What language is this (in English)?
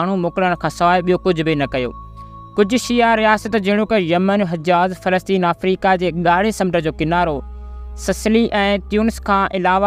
Sindhi